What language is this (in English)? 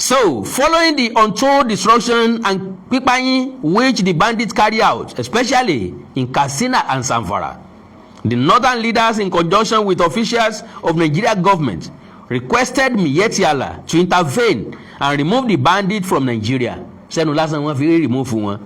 Yoruba